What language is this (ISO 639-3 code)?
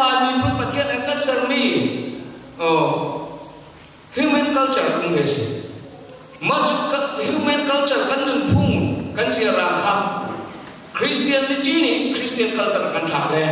cnh